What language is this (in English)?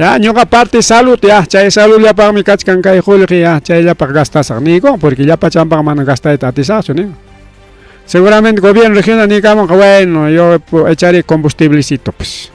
Ayacucho Quechua